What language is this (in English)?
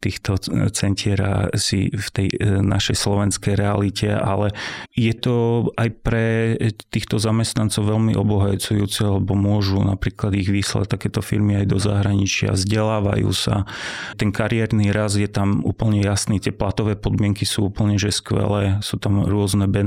Slovak